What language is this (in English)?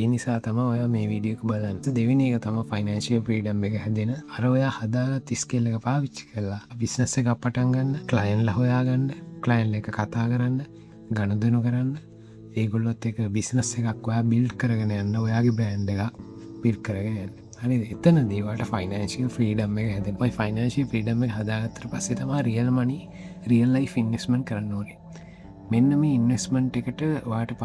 Sinhala